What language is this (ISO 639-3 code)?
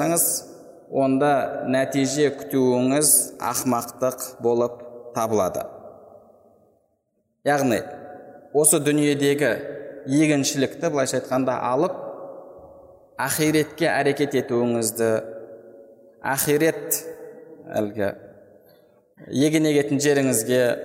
kaz